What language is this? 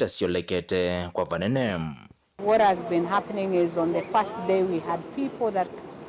Kamba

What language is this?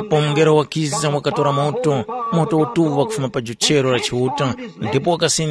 Tumbuka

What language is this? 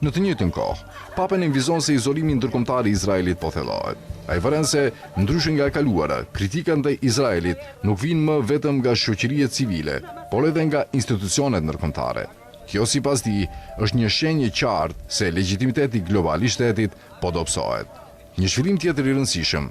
Albanian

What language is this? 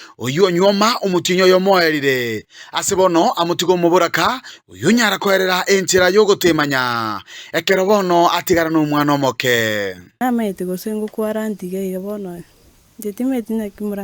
Gusii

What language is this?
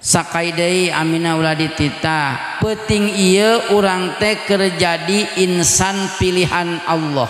Sundanese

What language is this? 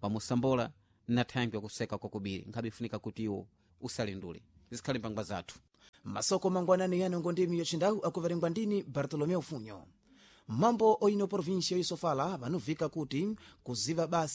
Sena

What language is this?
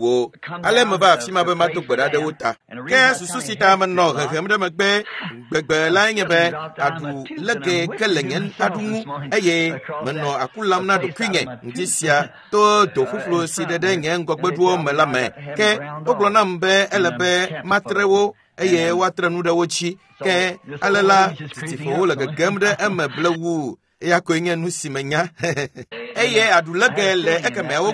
Ewe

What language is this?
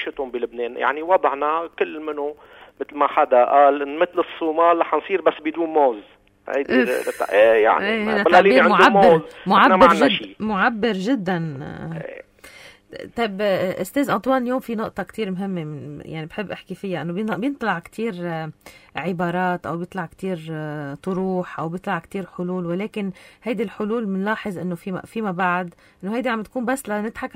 North Levantine Arabic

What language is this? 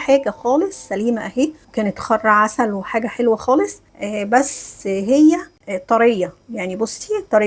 Egyptian Arabic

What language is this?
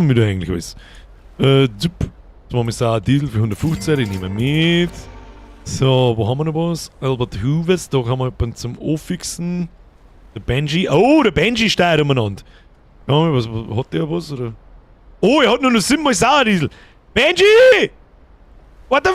Bavarian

